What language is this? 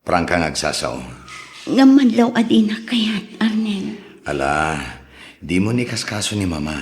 Iloko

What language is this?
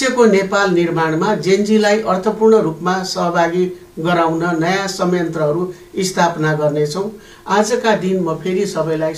Nepali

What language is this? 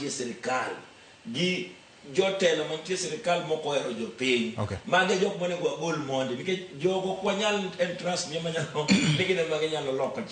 Luo (Kenya and Tanzania)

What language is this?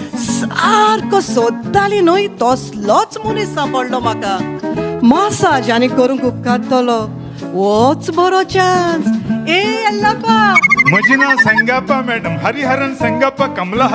Konkani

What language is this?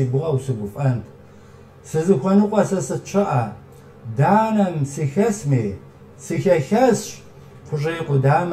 Kabardian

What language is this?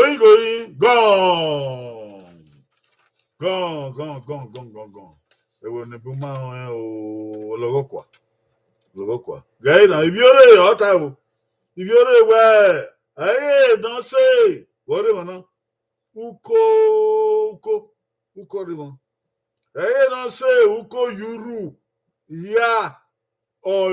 Bini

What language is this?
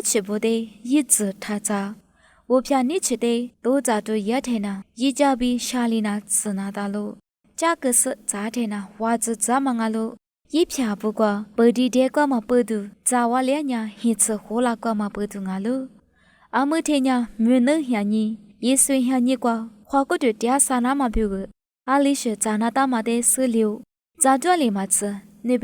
Lisu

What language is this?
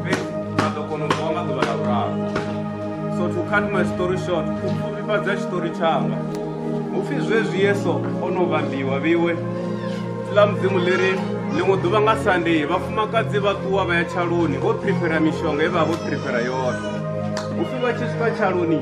Venda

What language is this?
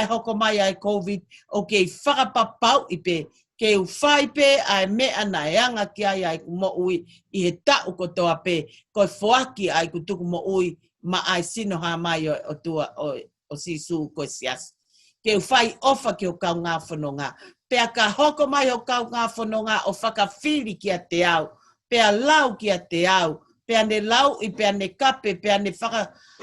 Tongan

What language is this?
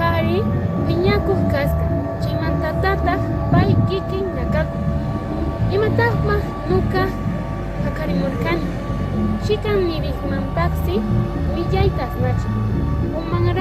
Quechua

